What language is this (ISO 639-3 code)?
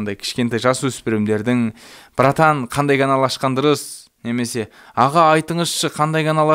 kaz